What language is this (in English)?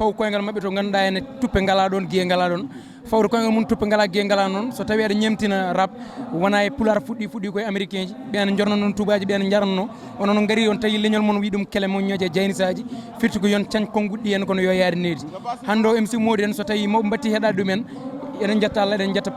Fula